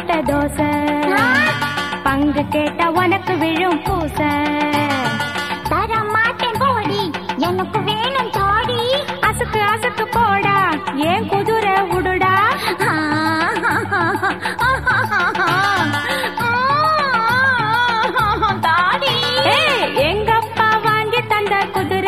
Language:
Tamil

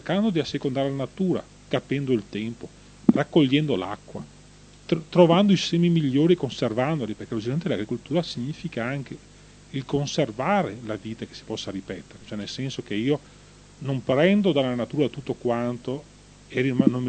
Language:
Italian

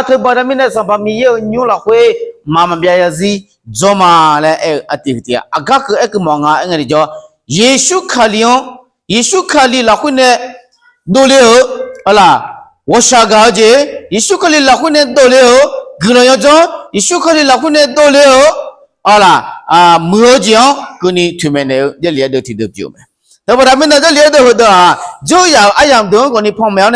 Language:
Akha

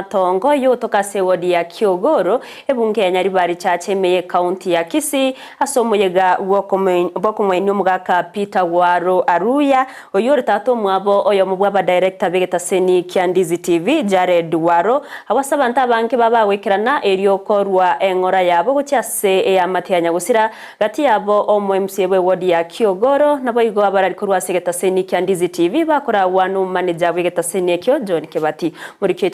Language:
Gusii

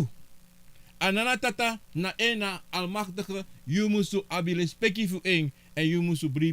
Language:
Sranan Tongo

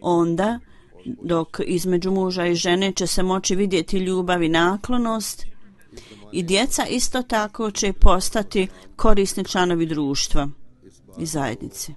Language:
Bosnian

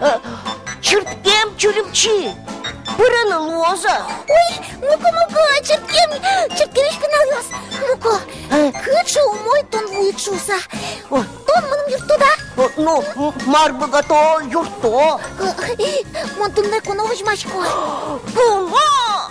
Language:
Udmurt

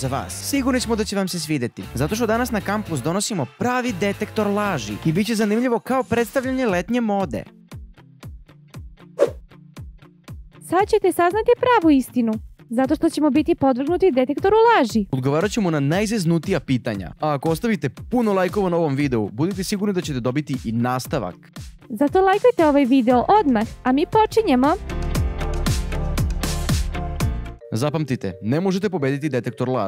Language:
Croatian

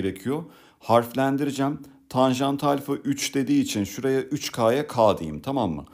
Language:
Turkish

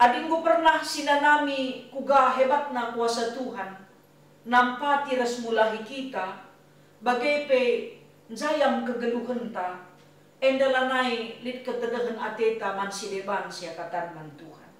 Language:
Batak Karo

